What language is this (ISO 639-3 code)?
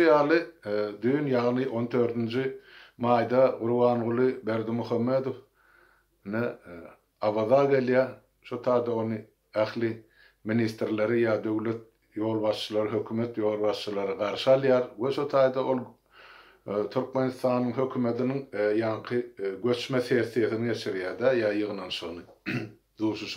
tuk